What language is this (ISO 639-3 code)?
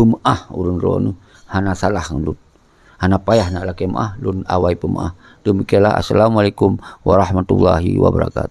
ace